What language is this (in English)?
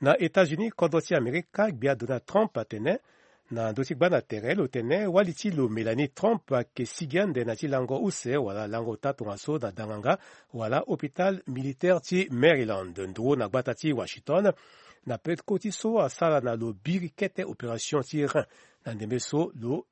Sango